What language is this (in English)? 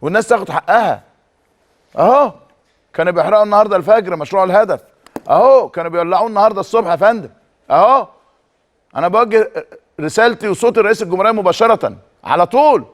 Egyptian Arabic